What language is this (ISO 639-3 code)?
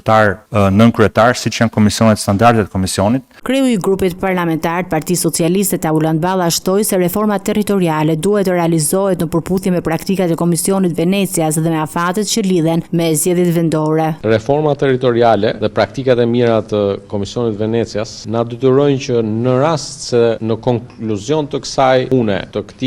sqi